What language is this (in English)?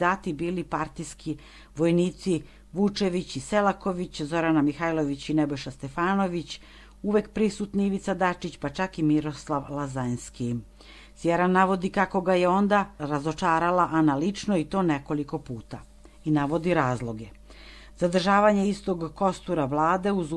Serbian